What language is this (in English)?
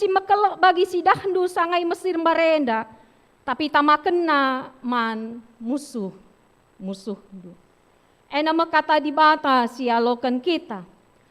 Batak Karo